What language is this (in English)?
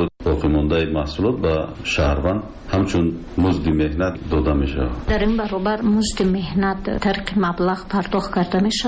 Tajik